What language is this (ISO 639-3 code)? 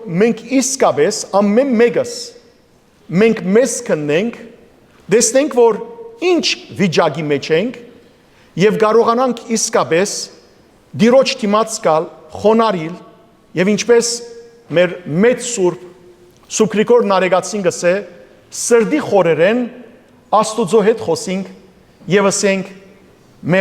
hyw